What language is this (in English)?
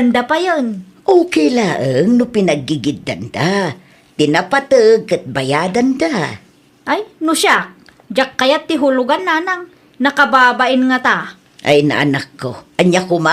Iloko